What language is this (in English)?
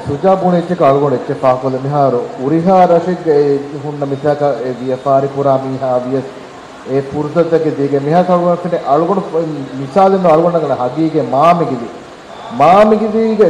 Divehi